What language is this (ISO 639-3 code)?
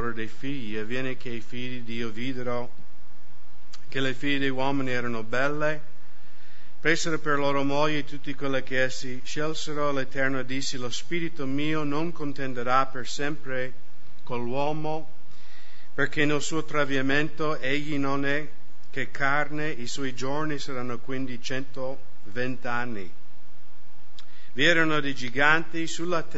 ita